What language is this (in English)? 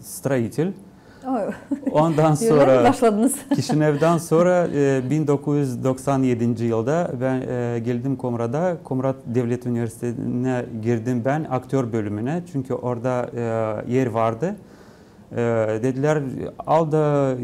Gagauz